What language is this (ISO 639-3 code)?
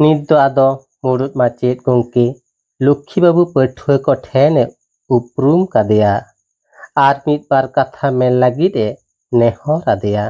sat